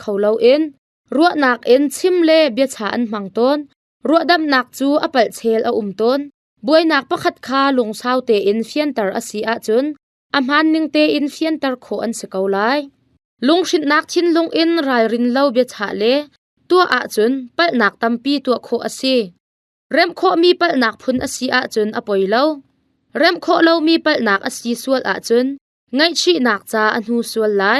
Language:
Hakha Chin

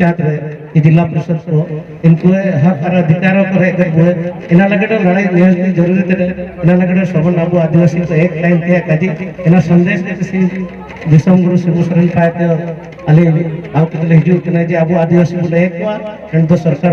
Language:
Santali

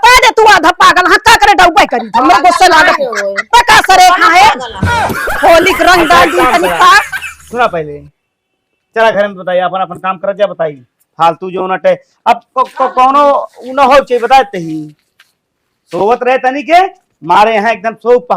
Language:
Awadhi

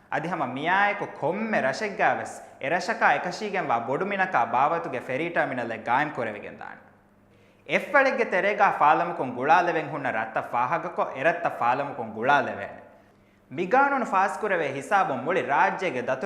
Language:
Divehi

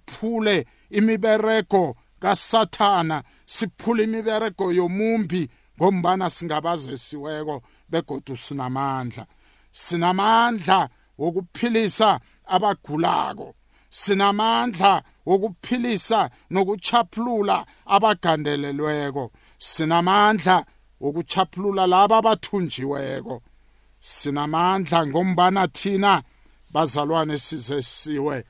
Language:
South Ndebele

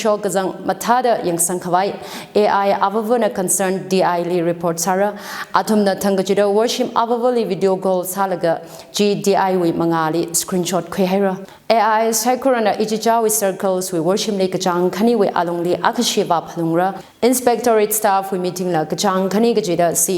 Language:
Tangkhul Naga (India)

